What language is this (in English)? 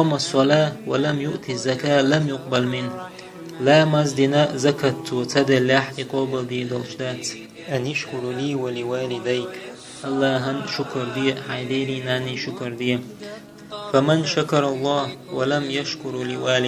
Chechen